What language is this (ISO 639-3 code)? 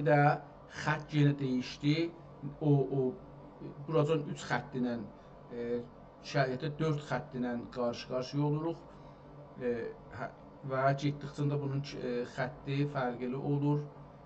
azb